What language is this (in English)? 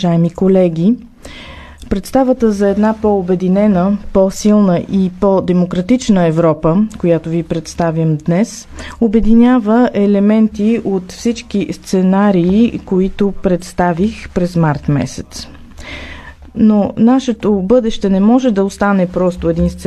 Bulgarian